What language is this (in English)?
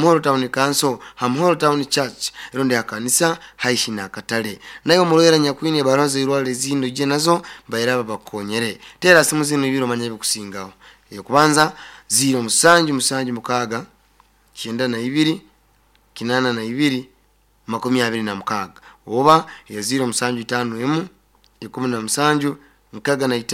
Nyoro